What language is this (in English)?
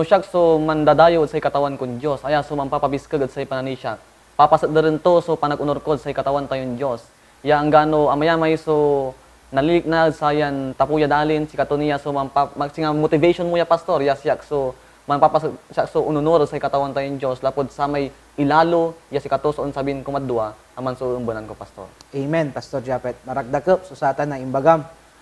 Pangasinan